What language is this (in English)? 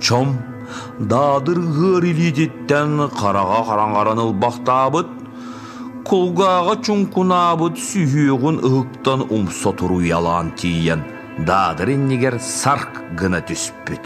Yakut